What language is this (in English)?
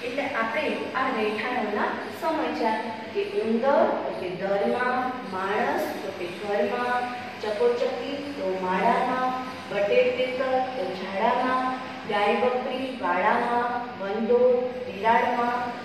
Gujarati